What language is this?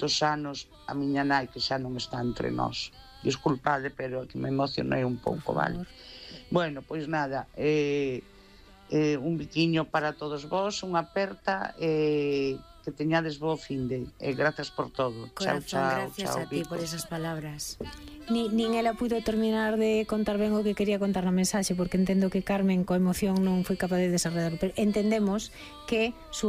Galician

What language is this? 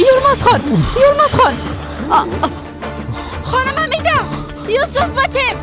Persian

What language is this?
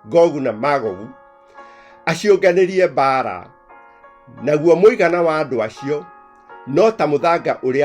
Kikuyu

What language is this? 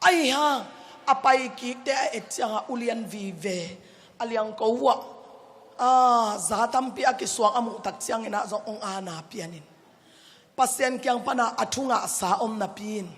Tedim Chin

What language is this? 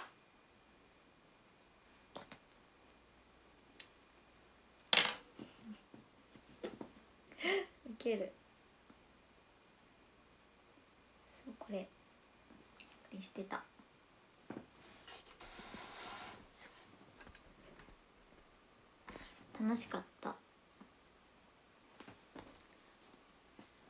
Japanese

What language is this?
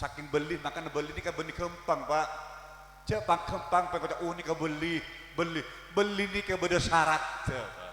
Madurese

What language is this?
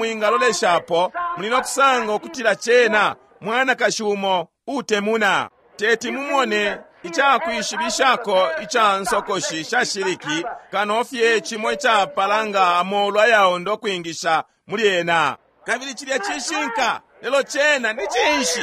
Bemba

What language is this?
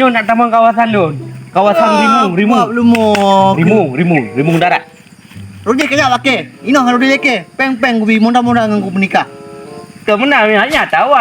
Achinese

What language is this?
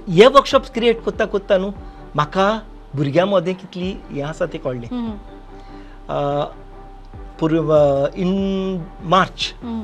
Konkani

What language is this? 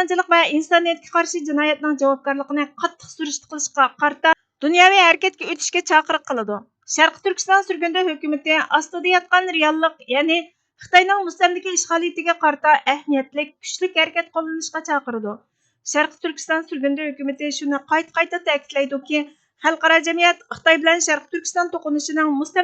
Uyghur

